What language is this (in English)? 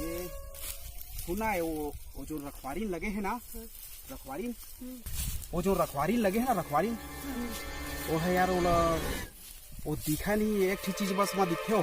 Chhattisgarhi